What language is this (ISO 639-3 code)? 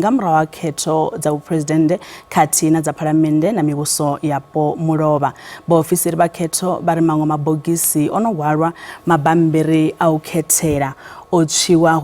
ven